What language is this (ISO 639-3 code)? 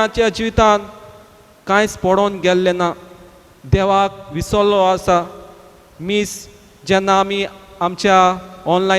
kok